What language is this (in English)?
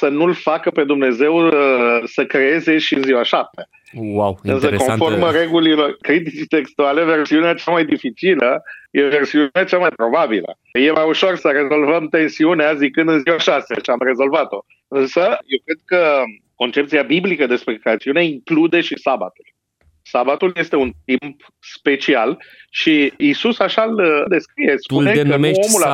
Romanian